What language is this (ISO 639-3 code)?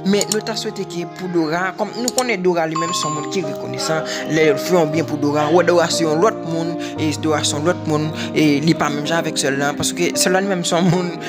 hat